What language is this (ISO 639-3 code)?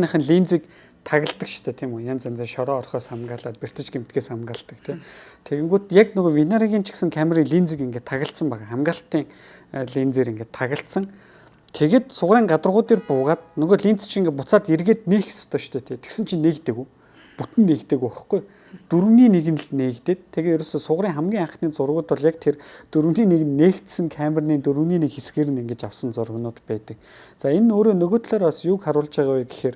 mon